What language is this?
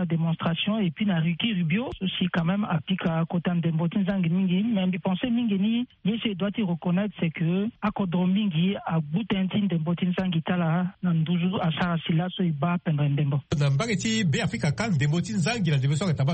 Sango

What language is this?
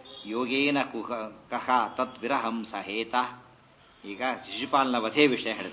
Kannada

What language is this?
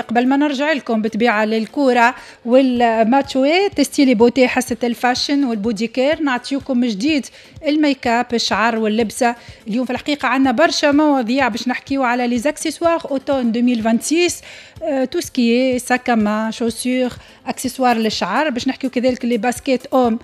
Tunisian Arabic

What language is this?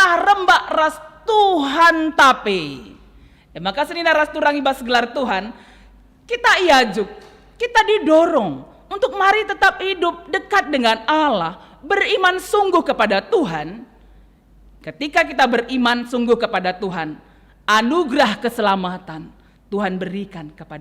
Batak Karo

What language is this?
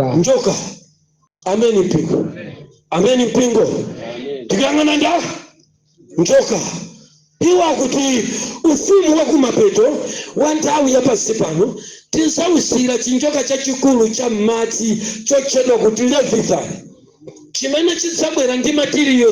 Nyanja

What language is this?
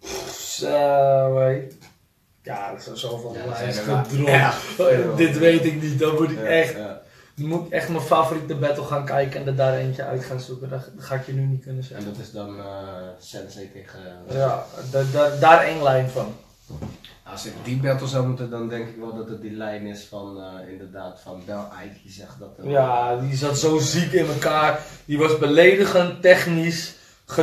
Dutch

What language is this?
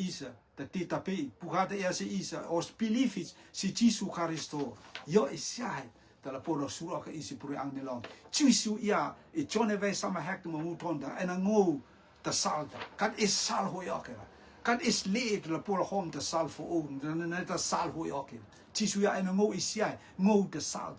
Rotuman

